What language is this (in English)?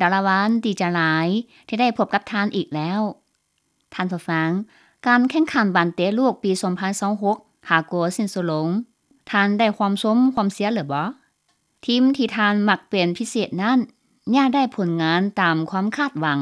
Lao